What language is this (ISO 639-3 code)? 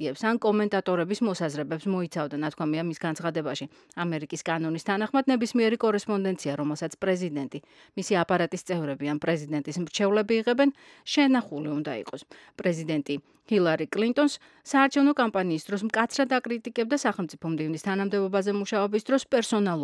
kat